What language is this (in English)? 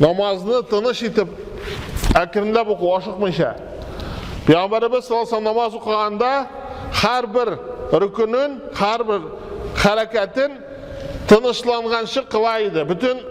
Tatar